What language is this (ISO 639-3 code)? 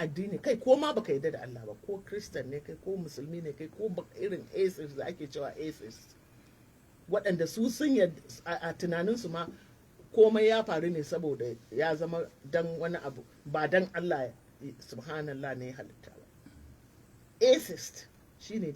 hau